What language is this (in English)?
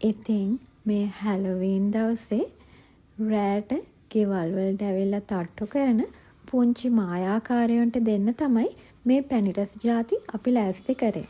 Sinhala